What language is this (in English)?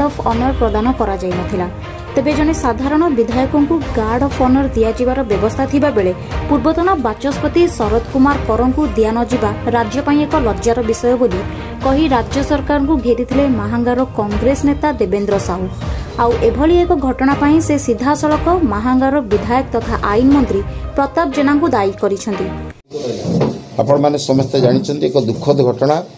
Odia